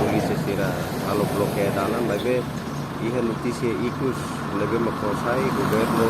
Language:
Tetum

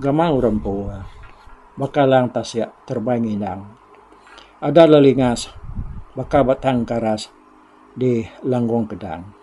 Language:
Iban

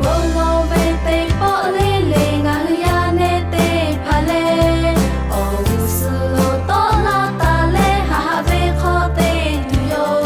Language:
Lahu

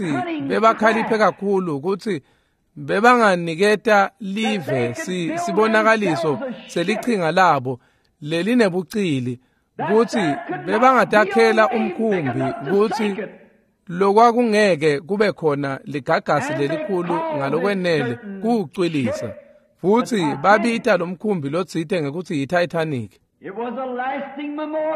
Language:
Swati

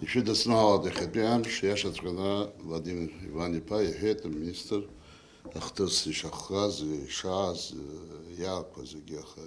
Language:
Abkhazian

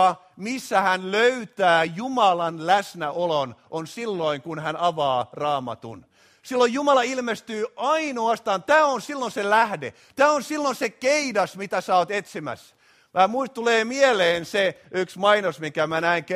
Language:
Finnish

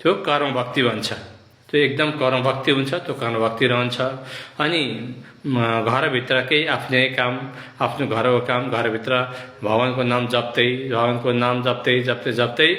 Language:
Nepali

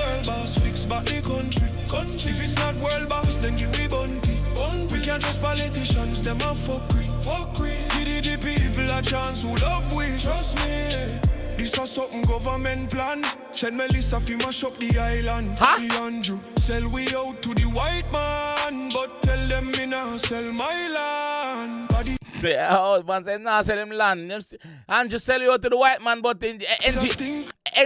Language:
Jamaican Creole English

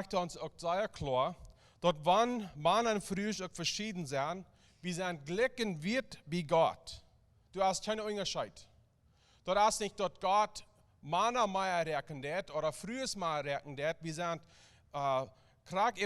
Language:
Plautdietsch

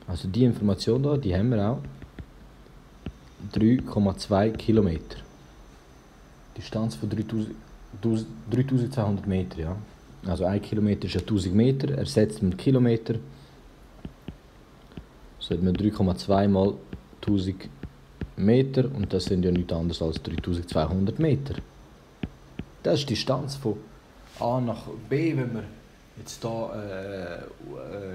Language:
German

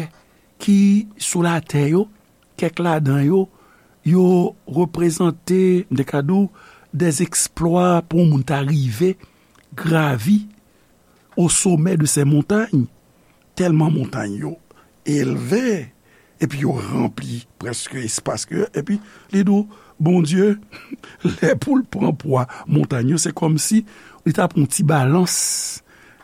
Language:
Haitian Creole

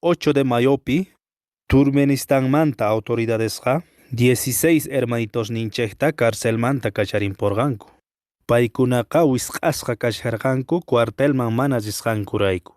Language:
Quechua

